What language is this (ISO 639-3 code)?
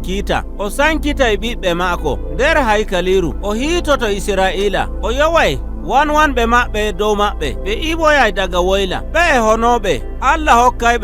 fuv